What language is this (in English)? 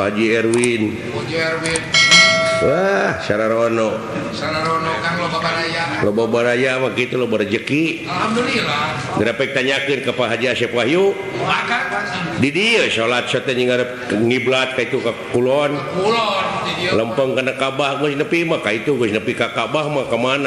Sundanese